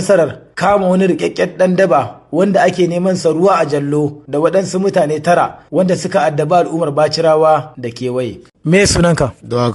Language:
Hausa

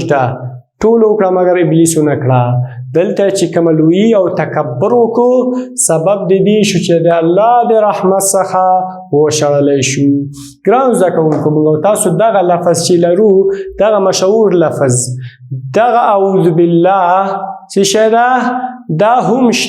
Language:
Pashto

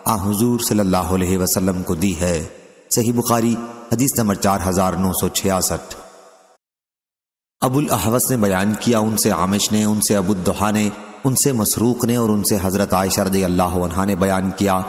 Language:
Urdu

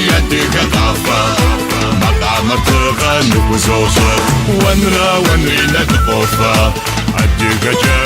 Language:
Kabardian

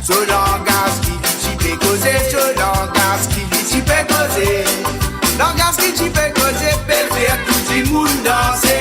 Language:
Morisyen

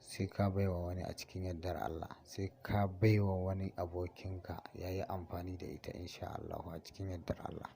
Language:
Hausa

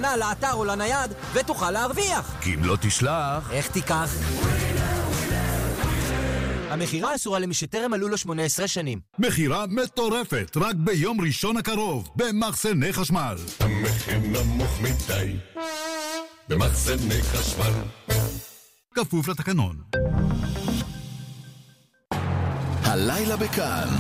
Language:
Hebrew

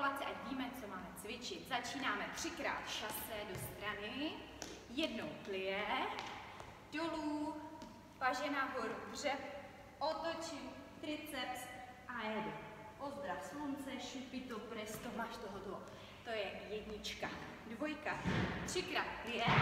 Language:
Czech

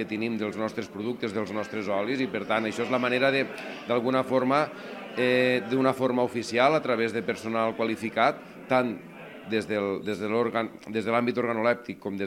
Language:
Catalan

